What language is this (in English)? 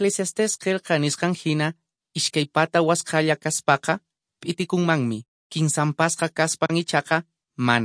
Quechua